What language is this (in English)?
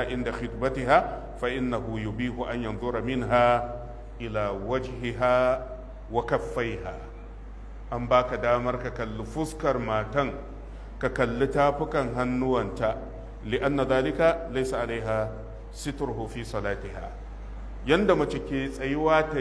Hausa